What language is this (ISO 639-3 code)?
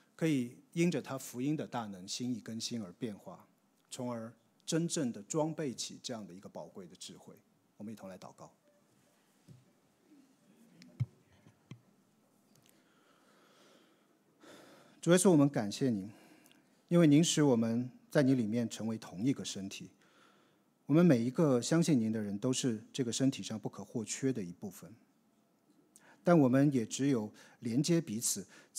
zho